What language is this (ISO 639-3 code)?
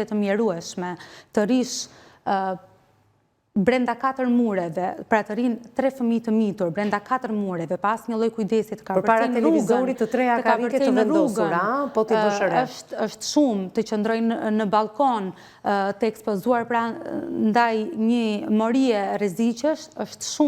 sqi